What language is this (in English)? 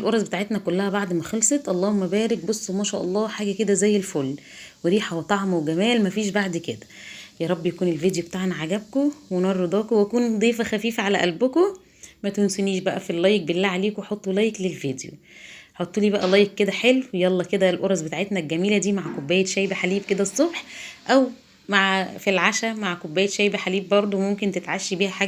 Egyptian Arabic